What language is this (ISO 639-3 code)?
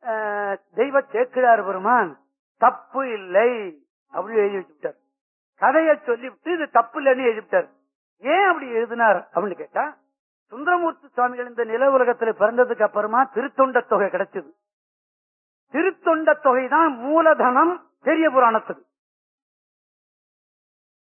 tam